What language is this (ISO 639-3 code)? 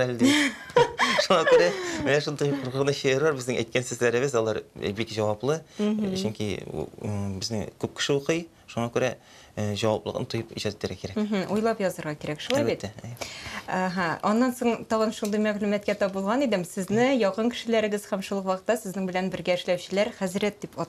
tat